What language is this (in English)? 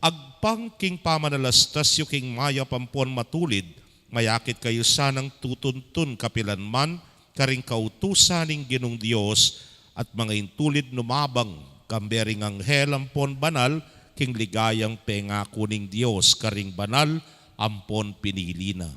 Pampanga